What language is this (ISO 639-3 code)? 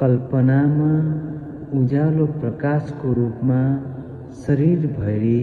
nep